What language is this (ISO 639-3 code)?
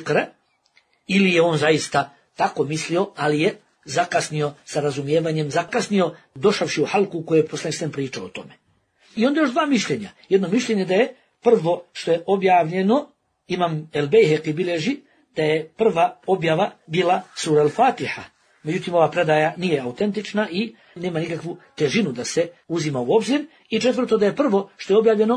bos